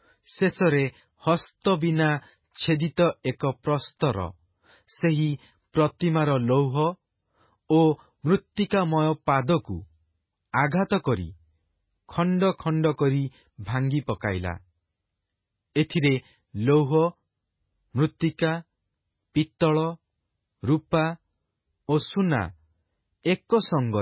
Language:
Odia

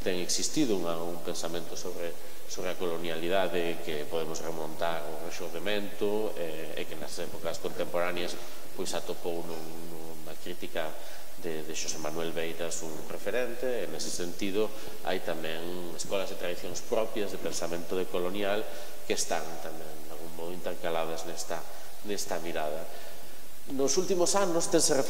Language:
Galician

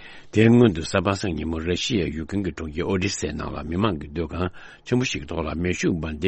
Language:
Tibetan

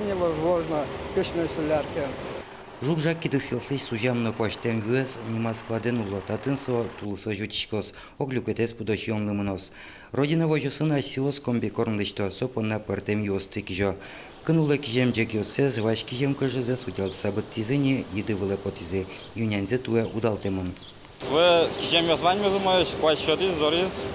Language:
Udmurt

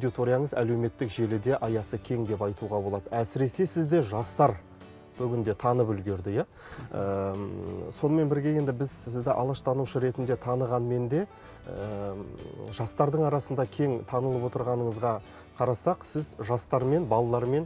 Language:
Kazakh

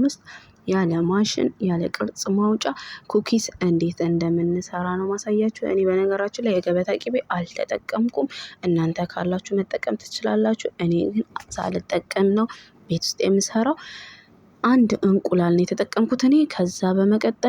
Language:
Amharic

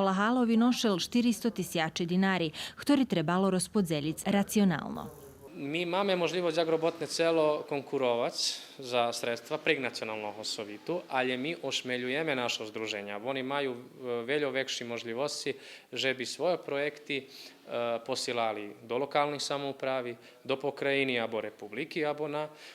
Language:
Rusyn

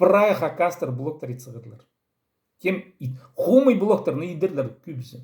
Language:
Khakas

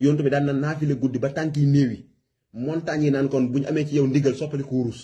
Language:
Wolof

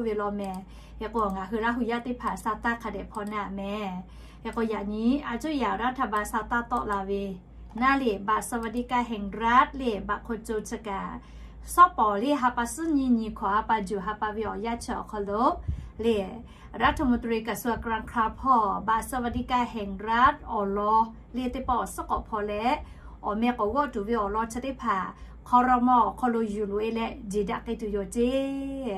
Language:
Lahu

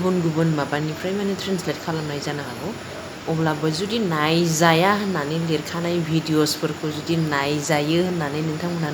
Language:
Bodo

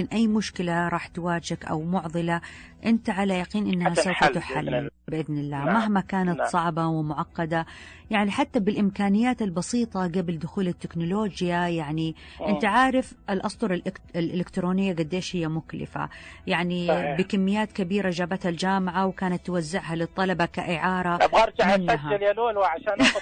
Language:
Najdi Arabic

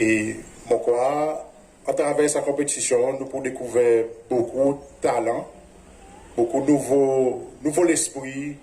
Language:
Seselwa Creole French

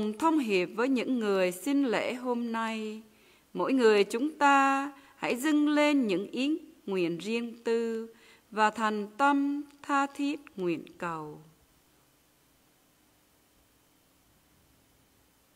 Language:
Vietnamese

